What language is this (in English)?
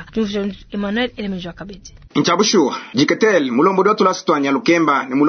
Luba-Lulua